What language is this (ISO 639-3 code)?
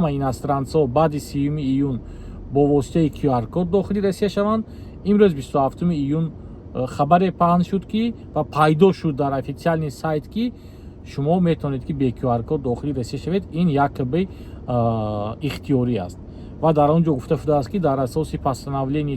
tgk